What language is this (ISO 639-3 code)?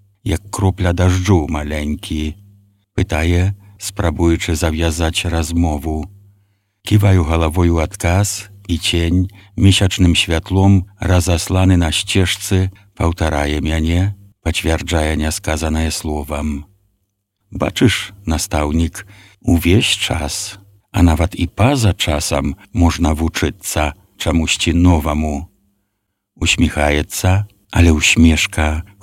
bel